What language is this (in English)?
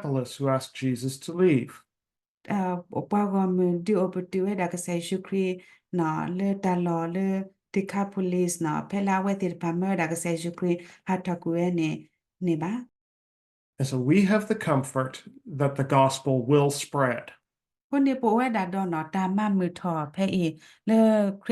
S'gaw Karen